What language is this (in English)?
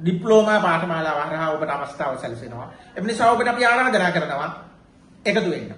Sinhala